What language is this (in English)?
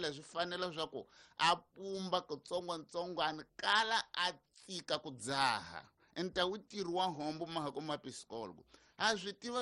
Tsonga